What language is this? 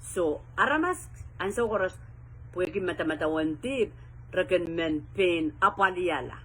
Pohnpeian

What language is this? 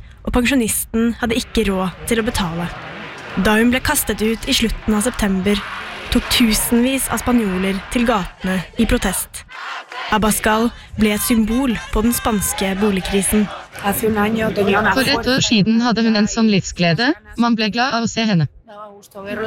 Norwegian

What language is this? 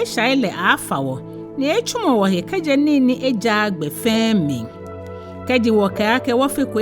Ga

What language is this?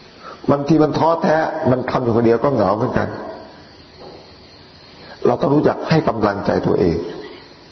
Thai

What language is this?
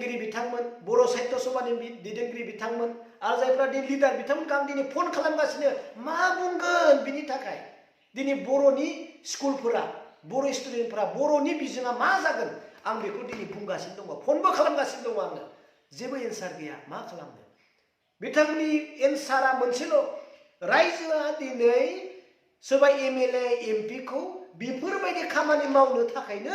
Bodo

